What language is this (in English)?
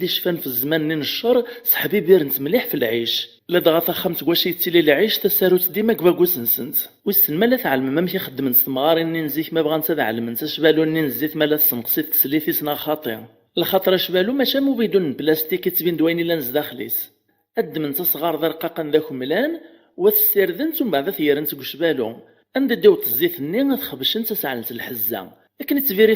Kabyle